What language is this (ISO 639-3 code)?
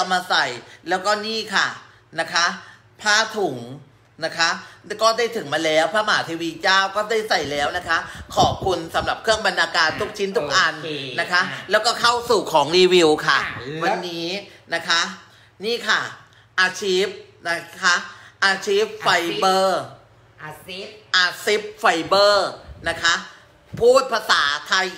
tha